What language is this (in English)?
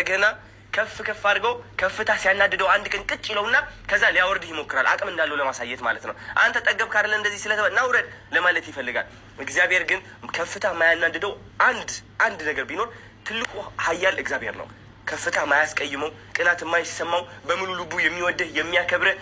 Amharic